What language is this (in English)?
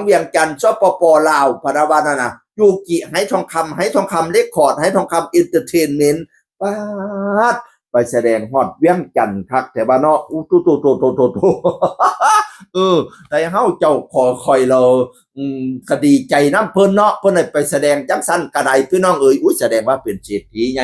Northeastern Thai